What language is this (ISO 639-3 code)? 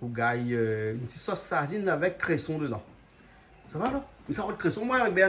rcf